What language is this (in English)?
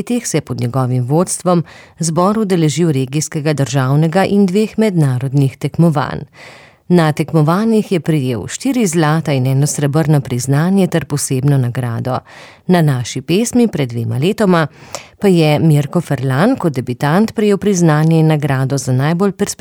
Slovenian